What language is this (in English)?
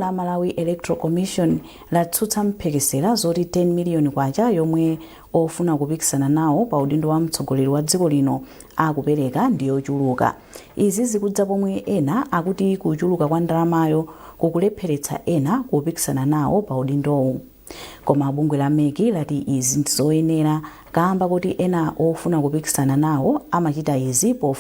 Nyanja